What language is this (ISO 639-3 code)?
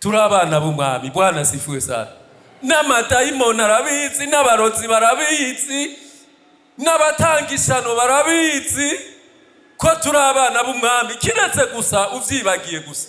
run